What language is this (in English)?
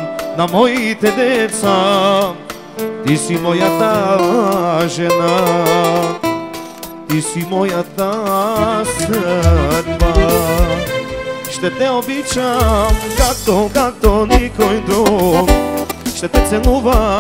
Bulgarian